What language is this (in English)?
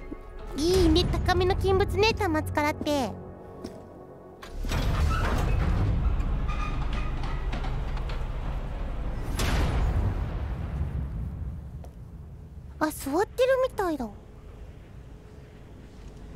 Japanese